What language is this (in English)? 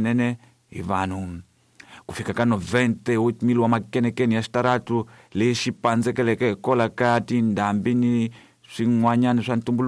Tsonga